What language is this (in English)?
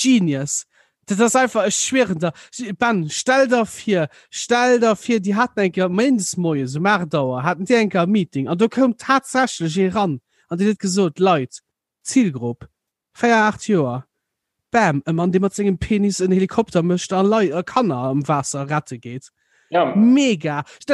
Luxembourgish